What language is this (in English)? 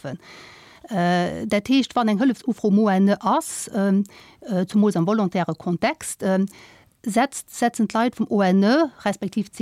Luxembourgish